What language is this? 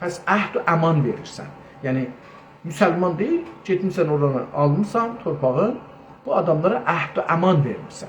South Azerbaijani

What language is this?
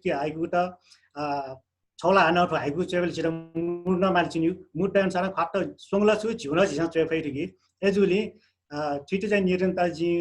Newari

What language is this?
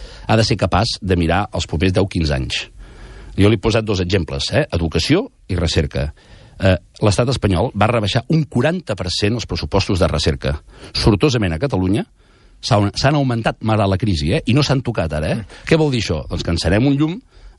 Catalan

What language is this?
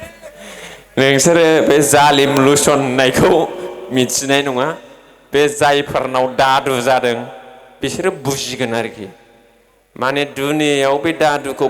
Bodo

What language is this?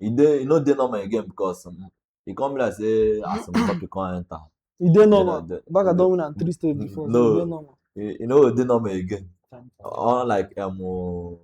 Nigerian Pidgin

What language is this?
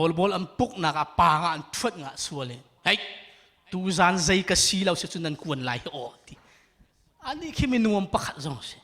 Hakha Chin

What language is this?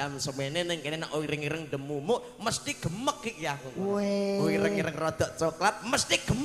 Javanese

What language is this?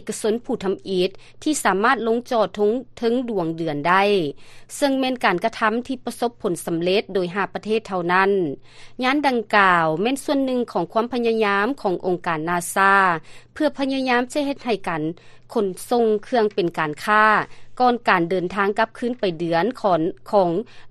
Lao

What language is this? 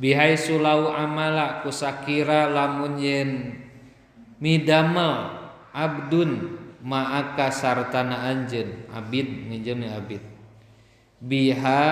Sundanese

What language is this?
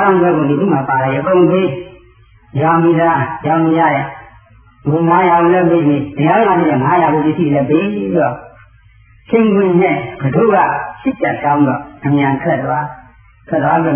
Burmese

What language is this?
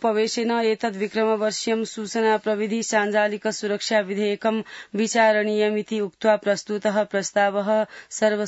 Sanskrit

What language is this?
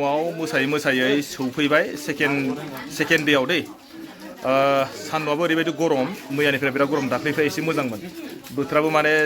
Bodo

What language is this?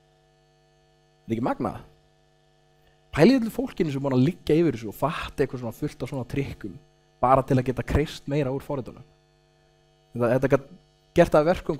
Icelandic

